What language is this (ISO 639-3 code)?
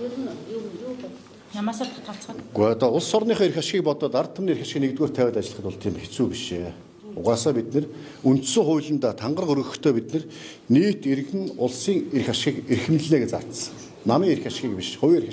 mon